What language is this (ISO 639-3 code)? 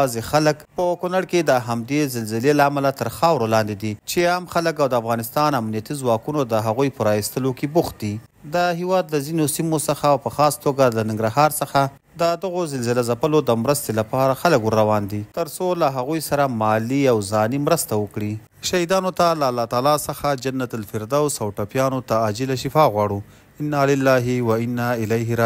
pus